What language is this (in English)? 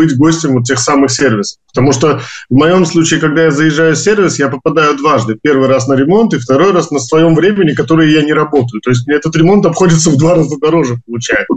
Russian